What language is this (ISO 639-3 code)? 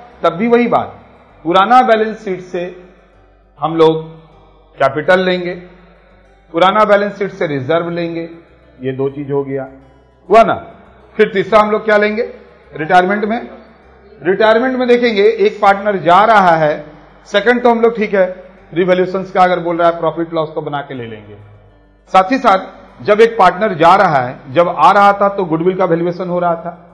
hin